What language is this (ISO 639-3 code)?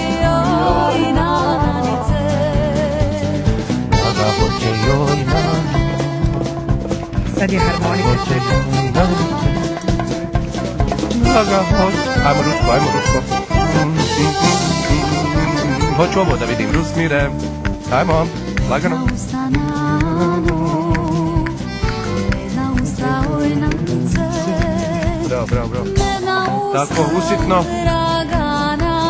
bos